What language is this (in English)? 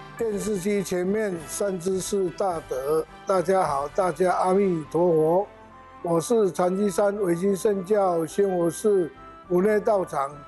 Chinese